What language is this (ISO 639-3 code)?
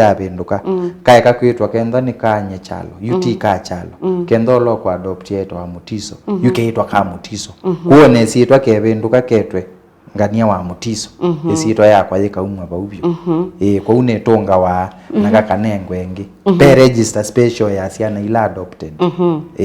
kam